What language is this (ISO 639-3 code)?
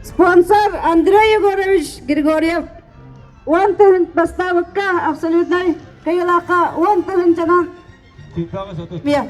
sah